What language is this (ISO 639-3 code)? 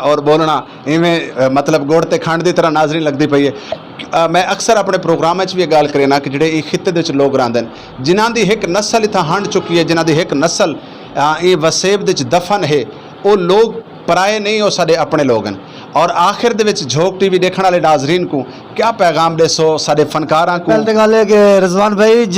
skr